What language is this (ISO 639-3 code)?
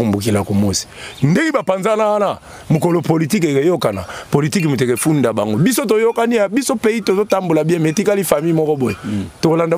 lin